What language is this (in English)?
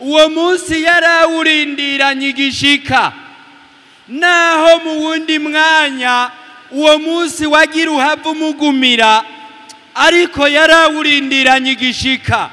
Rundi